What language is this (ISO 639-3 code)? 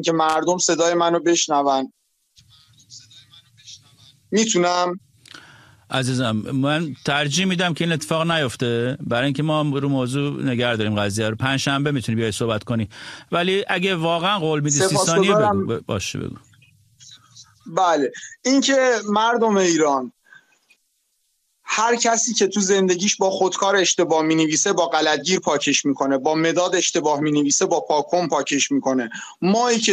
fas